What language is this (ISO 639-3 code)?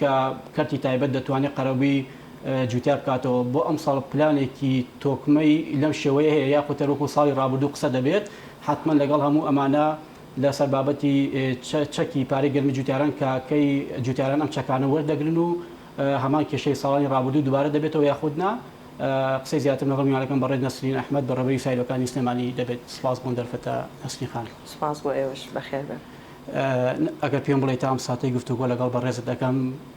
ckb